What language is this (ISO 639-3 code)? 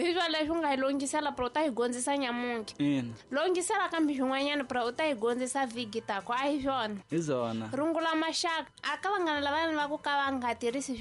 tso